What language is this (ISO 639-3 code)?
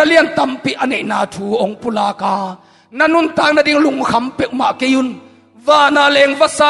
ctd